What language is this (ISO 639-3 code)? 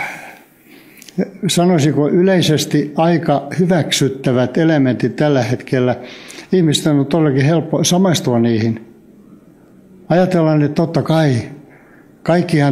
fin